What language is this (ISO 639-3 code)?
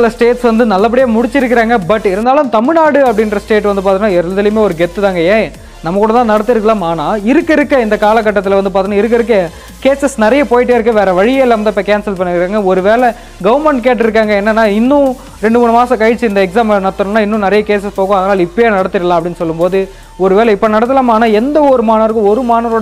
tam